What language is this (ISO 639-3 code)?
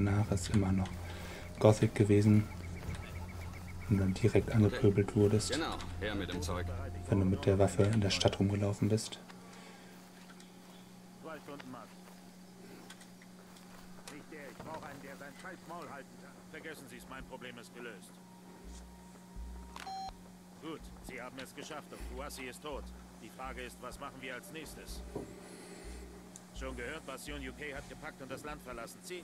deu